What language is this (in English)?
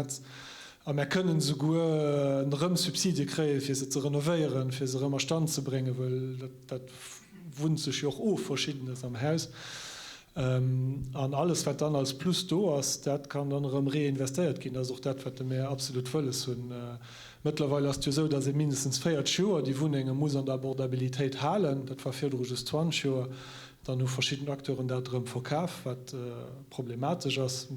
Luxembourgish